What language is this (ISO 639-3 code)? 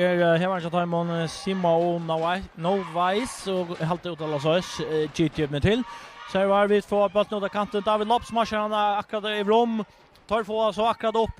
fao